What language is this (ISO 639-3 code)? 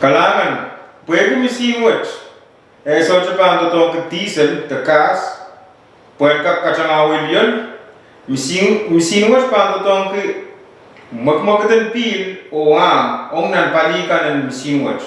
pon